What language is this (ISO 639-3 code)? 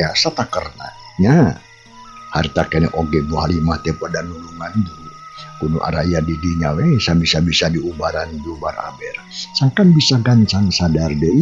sun